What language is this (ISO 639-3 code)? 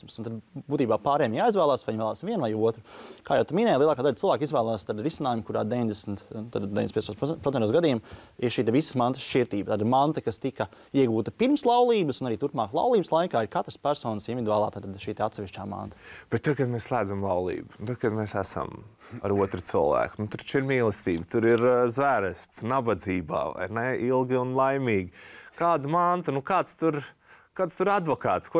lav